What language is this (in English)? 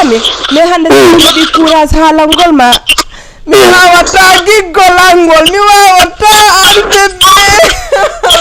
Fula